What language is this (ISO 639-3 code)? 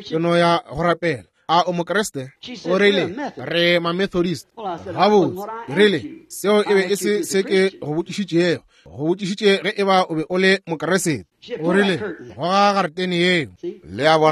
nso